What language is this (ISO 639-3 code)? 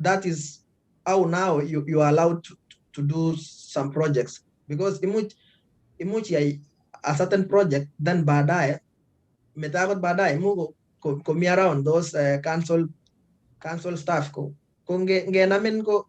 kln